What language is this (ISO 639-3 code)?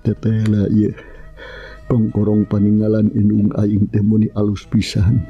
sun